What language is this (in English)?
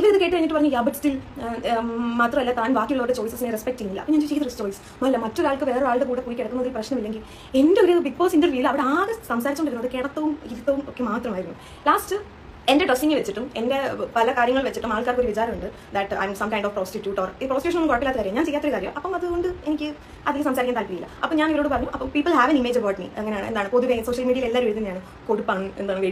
Malayalam